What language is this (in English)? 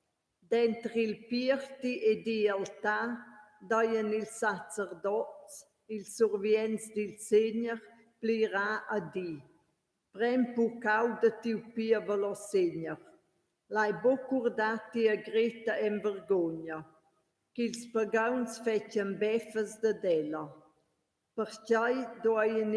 Romansh